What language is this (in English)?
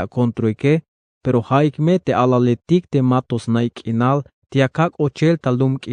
Tzeltal